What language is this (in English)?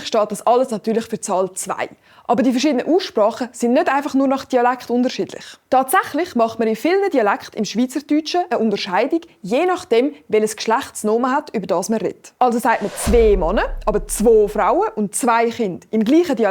Swiss German